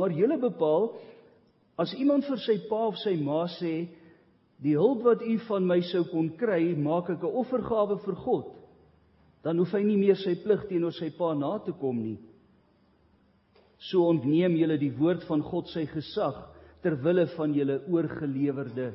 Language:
Afrikaans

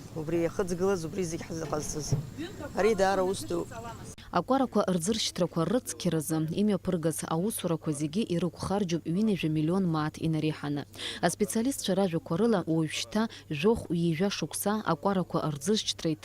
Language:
Abkhazian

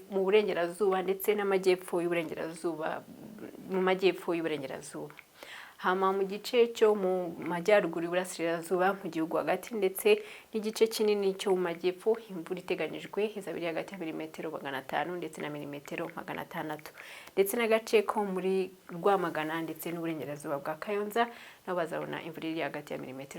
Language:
Kinyarwanda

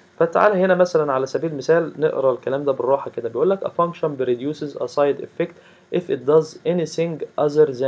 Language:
Egyptian Arabic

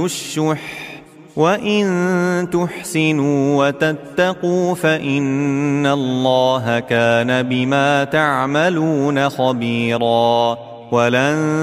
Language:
Arabic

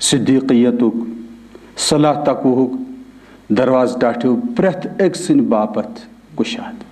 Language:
Kashmiri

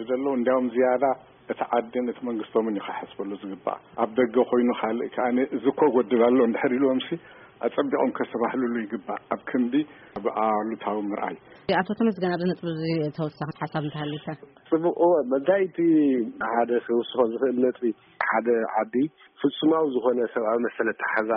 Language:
Tigrinya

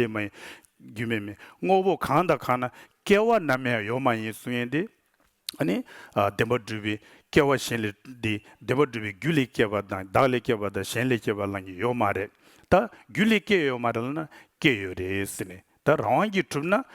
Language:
Tibetan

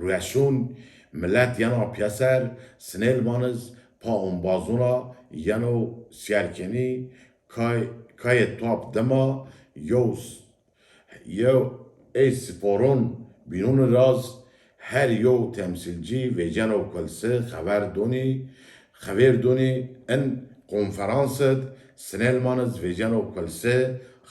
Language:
Zaza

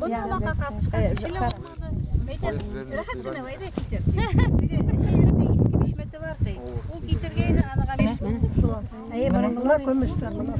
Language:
Bashkir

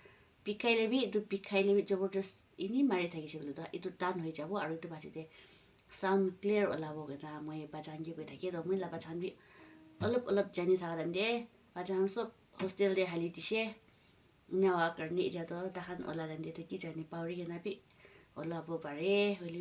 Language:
Naga Pidgin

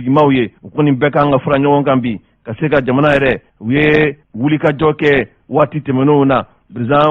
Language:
Bambara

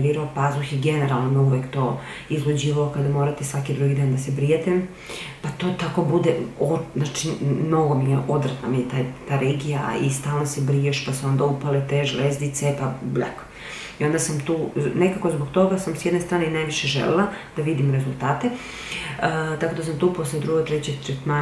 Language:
Serbian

